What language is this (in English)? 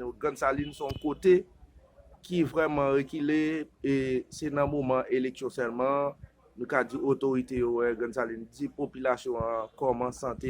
Haitian Creole